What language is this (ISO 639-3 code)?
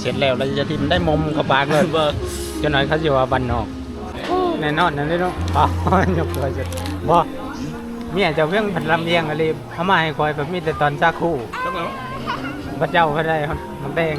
tts